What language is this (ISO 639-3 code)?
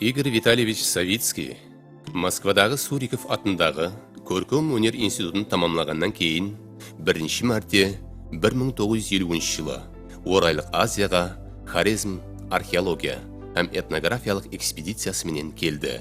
kaa